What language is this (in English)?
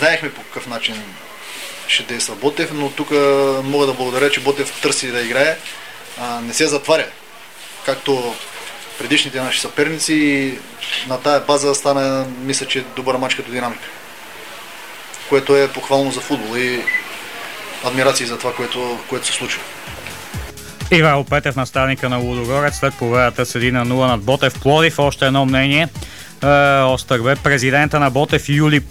Bulgarian